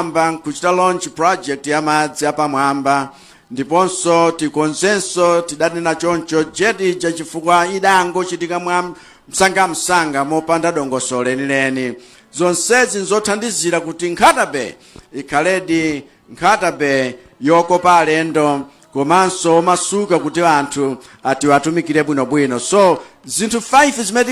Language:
Nyanja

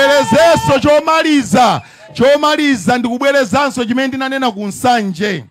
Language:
Nyanja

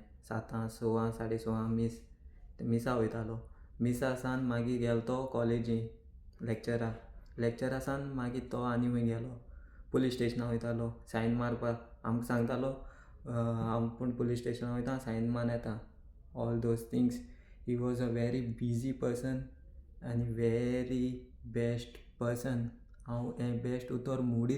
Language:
Konkani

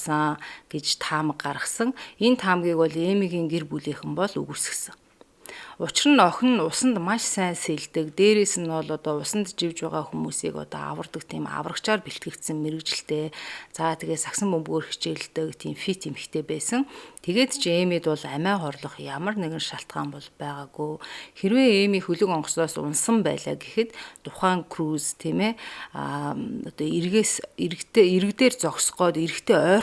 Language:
Mongolian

